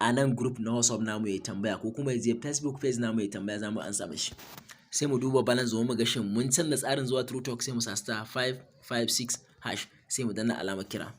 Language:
Hausa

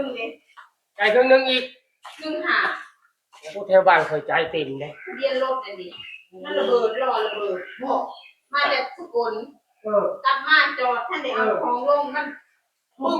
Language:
Northeastern Thai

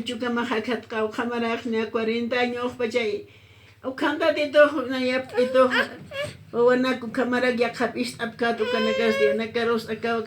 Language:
Aymara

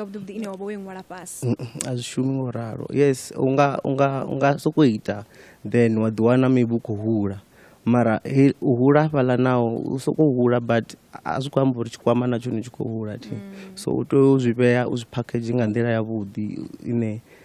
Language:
Venda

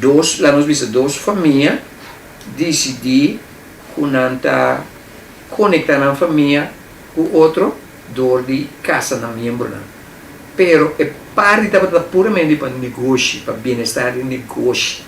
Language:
Papiamento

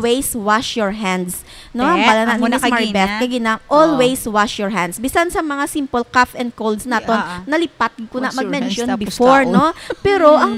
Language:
Hiligaynon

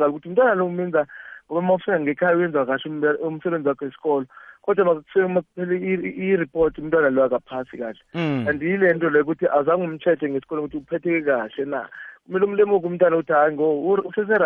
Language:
South Ndebele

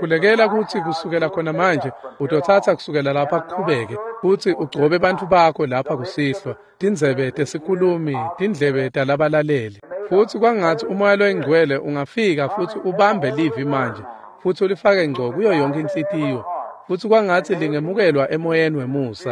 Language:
Swati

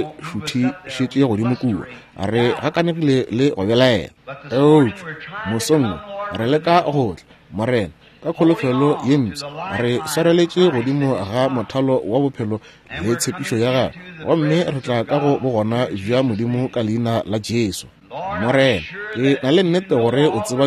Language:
Northern Sotho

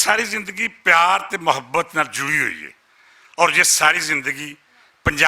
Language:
Western Panjabi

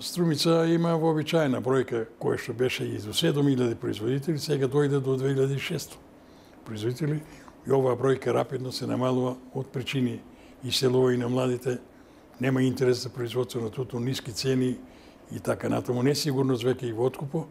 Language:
Macedonian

